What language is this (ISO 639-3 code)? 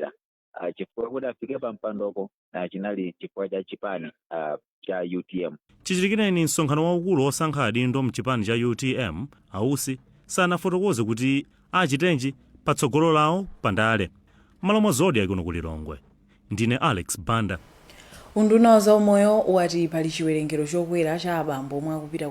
nya